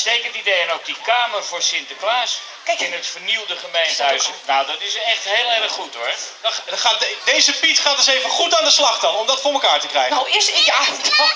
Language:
Dutch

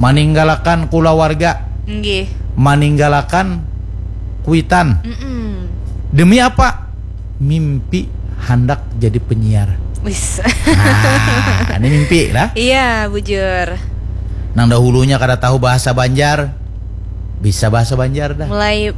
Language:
Banjar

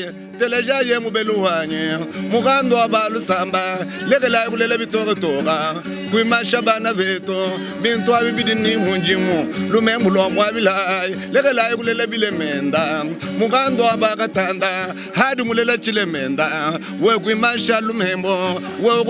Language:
Luba-Lulua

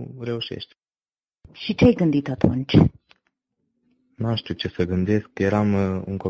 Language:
Romanian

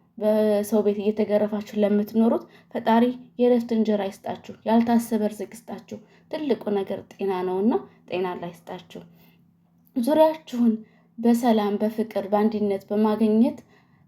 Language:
Amharic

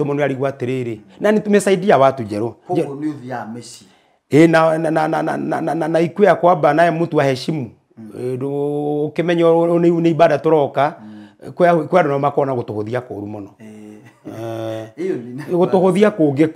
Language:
Kikuyu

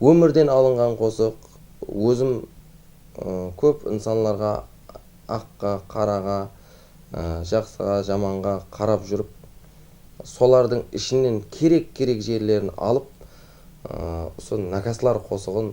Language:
Kara-Kalpak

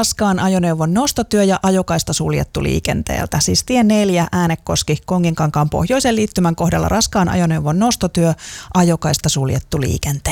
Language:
Finnish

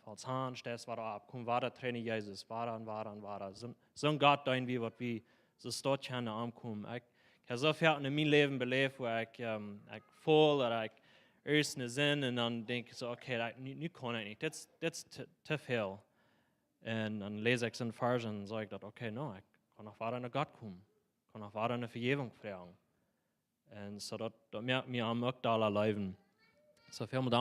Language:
Plautdietsch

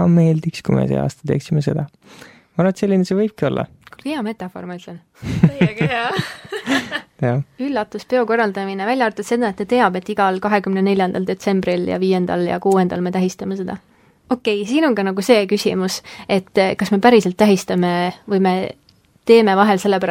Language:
Estonian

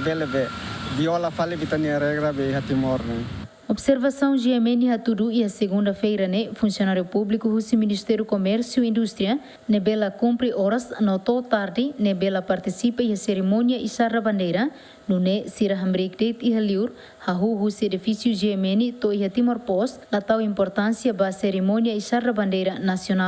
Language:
Tetum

